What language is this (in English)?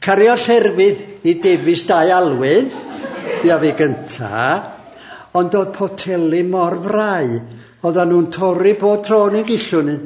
Welsh